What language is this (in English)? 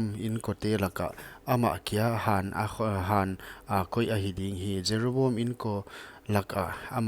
Paite Chin